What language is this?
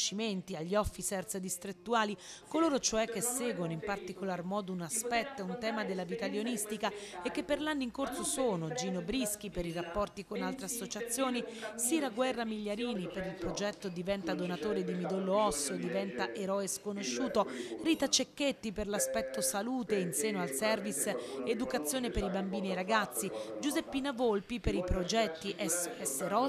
Italian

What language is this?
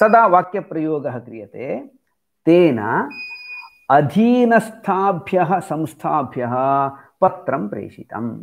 Sanskrit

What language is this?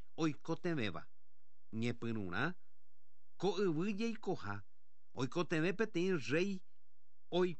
Guarani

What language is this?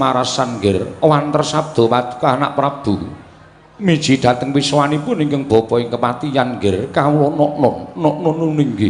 Javanese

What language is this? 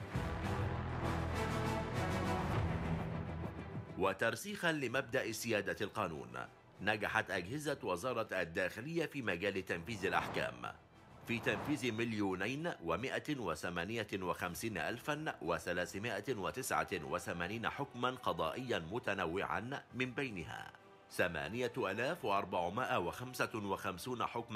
Arabic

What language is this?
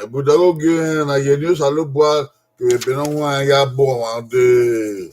Bini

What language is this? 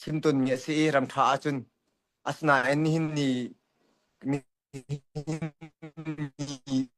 Hakha Chin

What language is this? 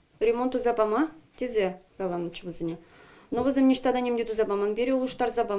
Chuvash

